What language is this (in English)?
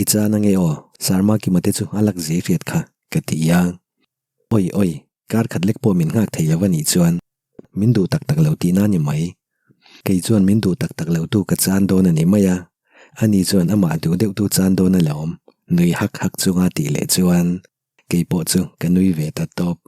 Mizo